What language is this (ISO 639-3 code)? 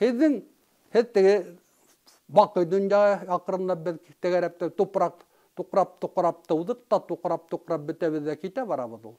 bak